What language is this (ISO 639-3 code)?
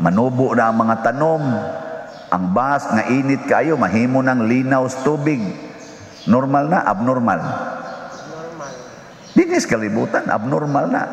ceb